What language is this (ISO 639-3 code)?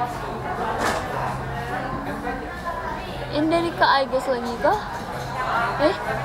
ind